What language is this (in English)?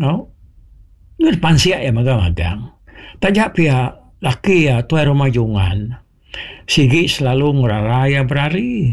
Iban